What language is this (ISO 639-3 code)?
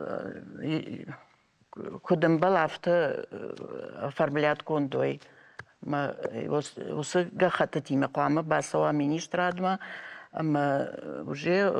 oss